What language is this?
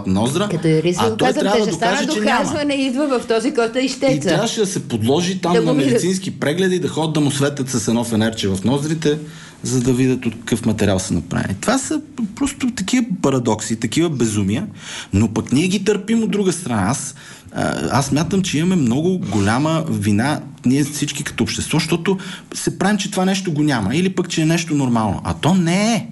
Bulgarian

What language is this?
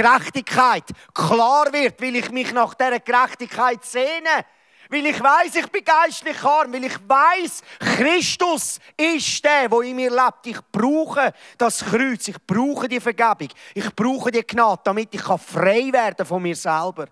Swiss German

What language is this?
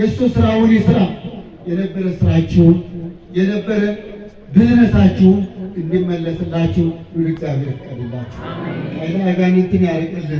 Amharic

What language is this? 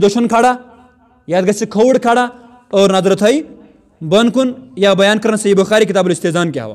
Kashmiri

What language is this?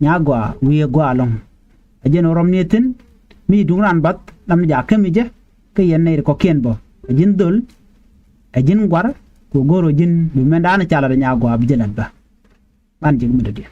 Nuer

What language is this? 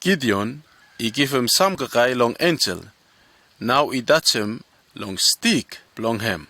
Bislama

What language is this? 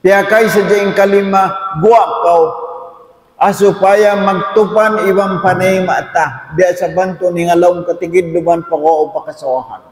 Tausug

